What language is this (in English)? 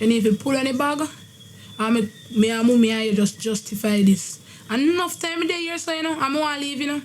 Jamaican Creole English